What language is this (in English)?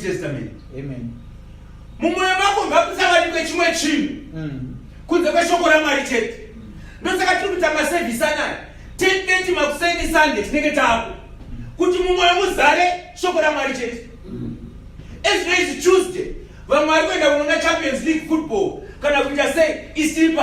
Shona